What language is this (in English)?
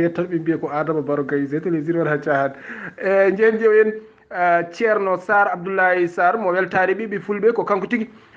Fula